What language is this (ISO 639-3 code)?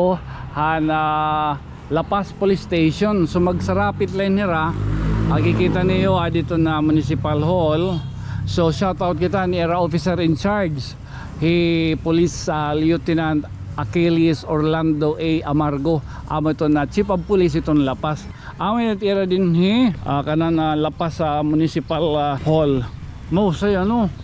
war